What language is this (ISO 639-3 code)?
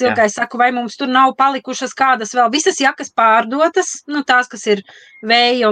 lav